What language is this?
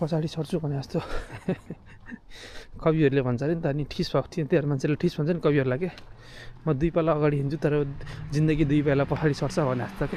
Nepali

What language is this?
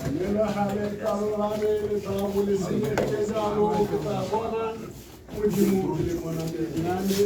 Tswana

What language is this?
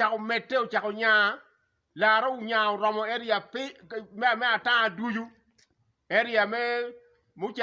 Acoli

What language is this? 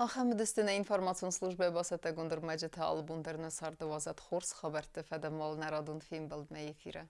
Ossetic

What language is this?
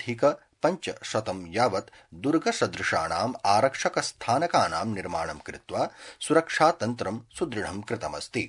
Sanskrit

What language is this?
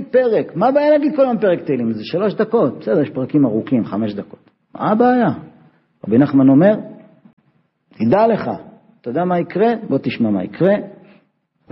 Hebrew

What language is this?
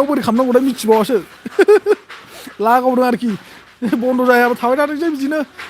Bodo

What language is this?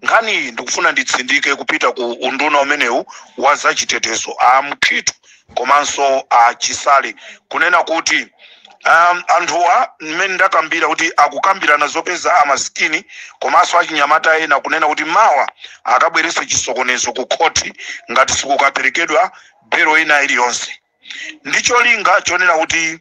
Nyanja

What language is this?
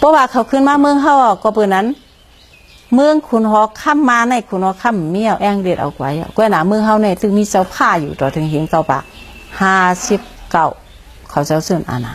Shan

